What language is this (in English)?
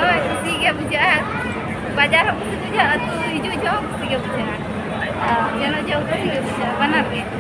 Santali